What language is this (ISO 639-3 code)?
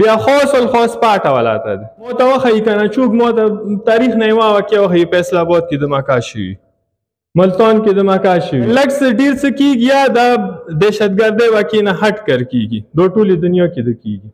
pus